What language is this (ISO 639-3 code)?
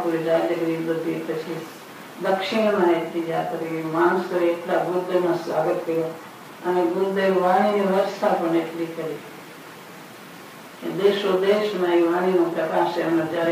guj